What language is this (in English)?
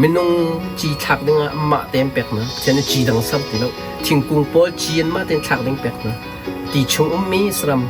Hakha Chin